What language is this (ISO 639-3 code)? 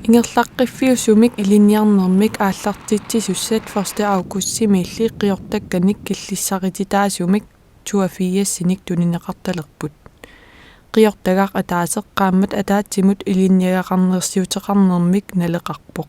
kal